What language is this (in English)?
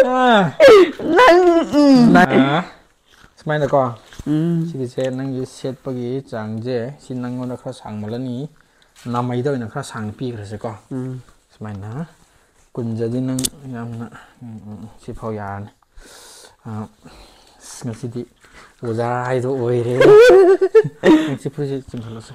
Manipuri